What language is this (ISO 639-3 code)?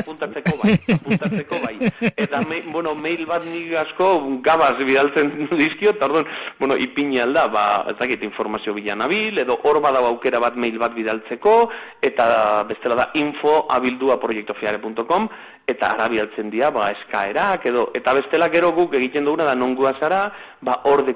eus